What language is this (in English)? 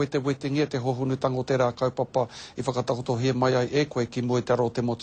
Māori